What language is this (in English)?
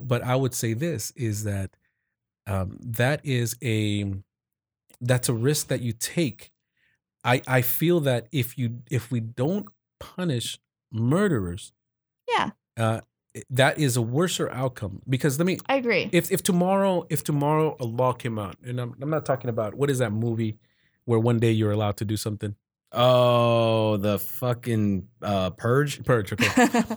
English